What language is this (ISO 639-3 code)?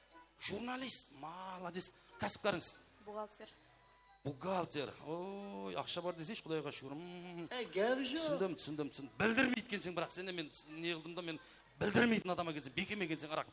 kaa